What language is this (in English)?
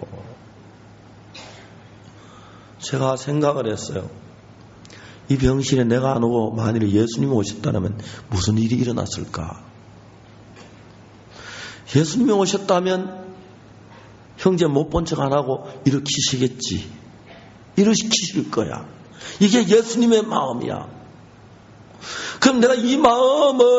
Korean